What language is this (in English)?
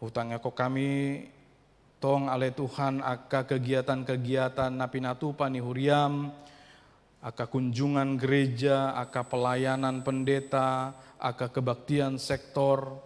Batak Toba